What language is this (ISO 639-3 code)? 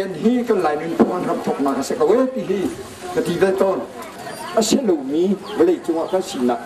cnh